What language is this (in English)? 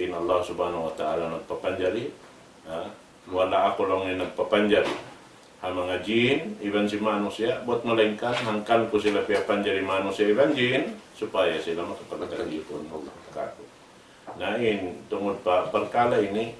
Tausug